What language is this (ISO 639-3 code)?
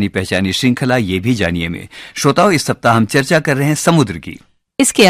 hin